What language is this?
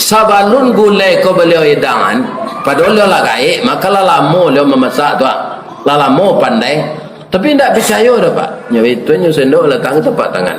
Minangkabau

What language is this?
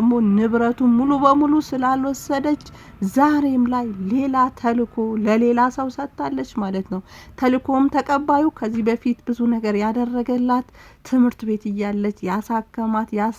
Amharic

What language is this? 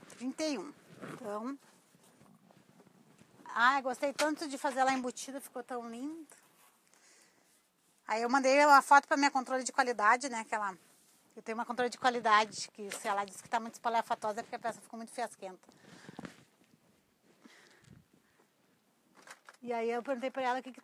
Portuguese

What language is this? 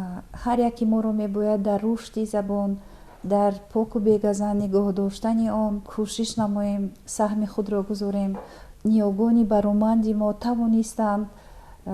Tajik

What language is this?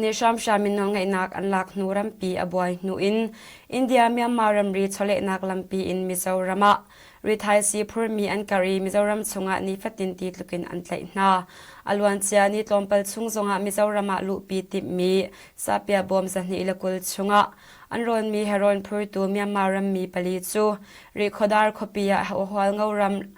Hakha Chin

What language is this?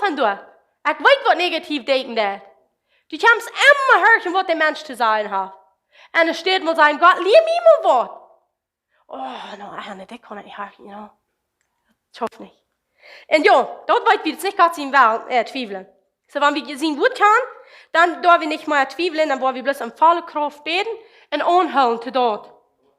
Plautdietsch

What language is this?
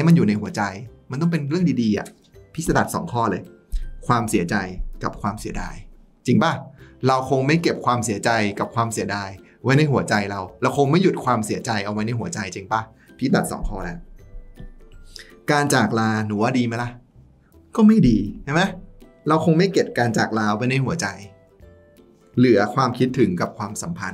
Thai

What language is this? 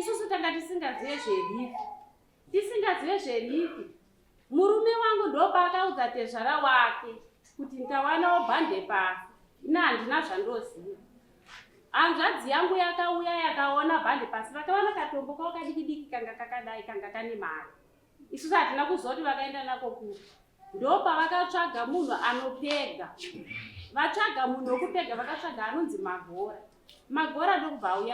Shona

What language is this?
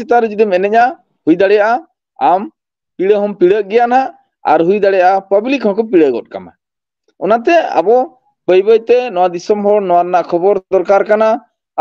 Santali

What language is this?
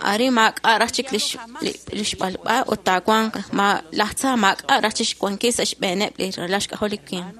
Kekchí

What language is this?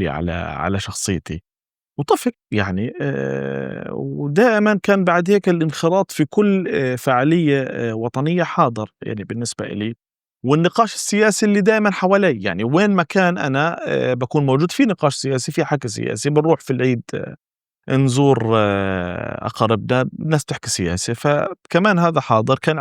North Levantine Arabic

